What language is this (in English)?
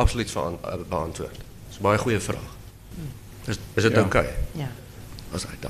Afrikaans